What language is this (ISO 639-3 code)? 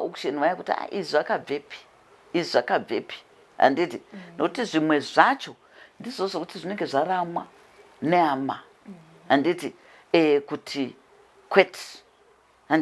sna